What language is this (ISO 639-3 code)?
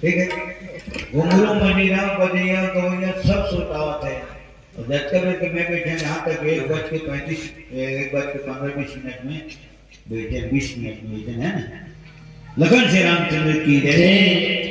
hne